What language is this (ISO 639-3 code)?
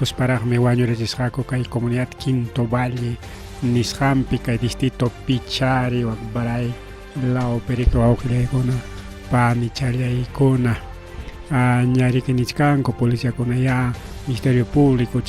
quy